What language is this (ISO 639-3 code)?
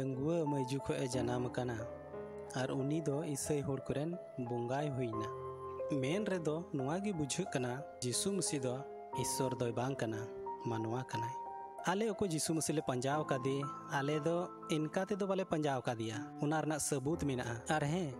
sat